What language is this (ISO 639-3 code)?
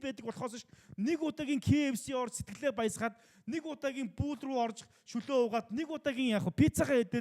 mon